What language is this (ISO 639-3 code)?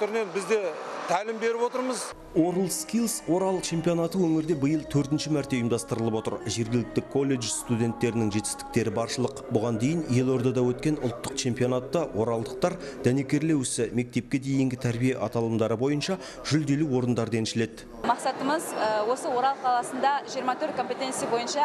kaz